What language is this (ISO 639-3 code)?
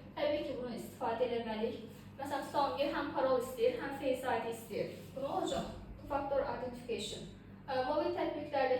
aze